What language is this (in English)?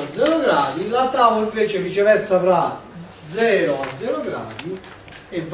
Italian